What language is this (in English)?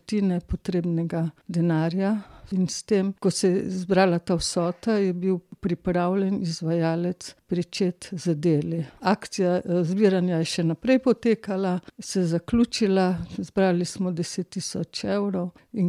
Slovenian